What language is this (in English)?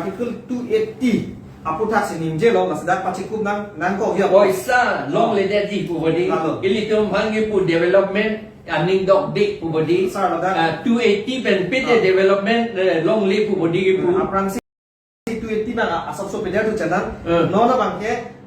Karbi